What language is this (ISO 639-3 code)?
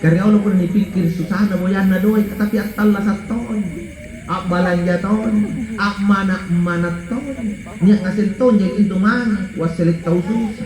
mak